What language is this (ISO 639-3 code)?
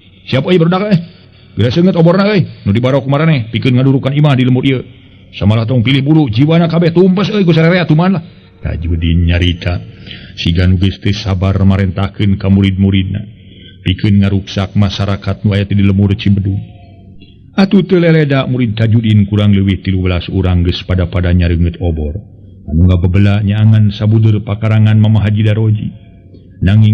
sun